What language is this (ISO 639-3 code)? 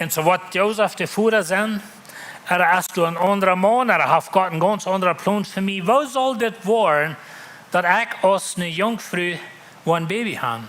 pdt